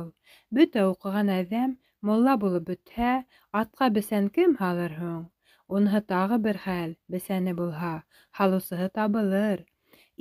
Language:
Bashkir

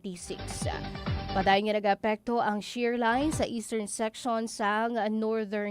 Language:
Hiligaynon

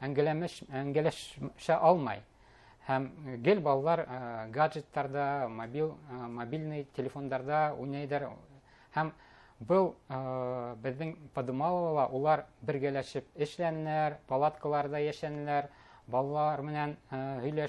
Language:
Bashkir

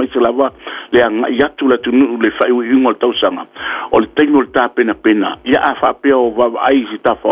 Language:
Samoan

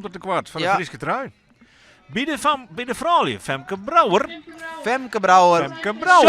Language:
Western Frisian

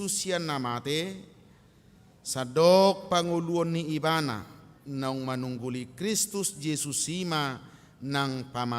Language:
Batak Toba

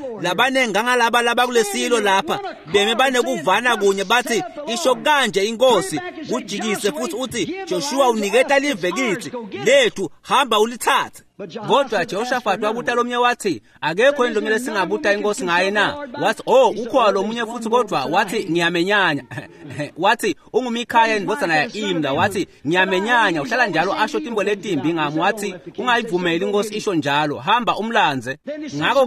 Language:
Swati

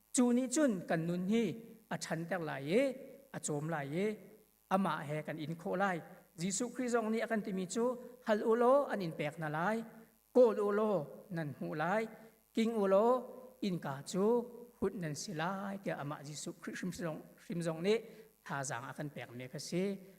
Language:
Hakha Chin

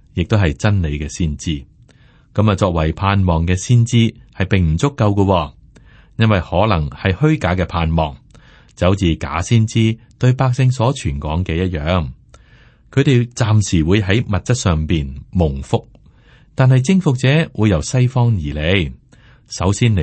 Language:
Cantonese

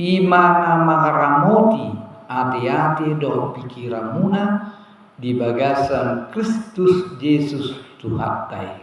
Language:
Batak Toba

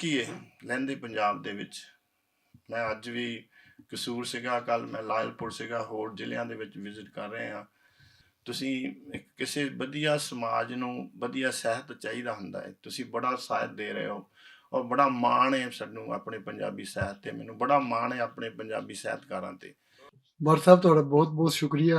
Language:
Western Panjabi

